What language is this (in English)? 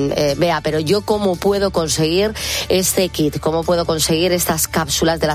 Spanish